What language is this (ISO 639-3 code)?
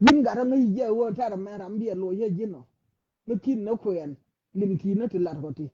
nus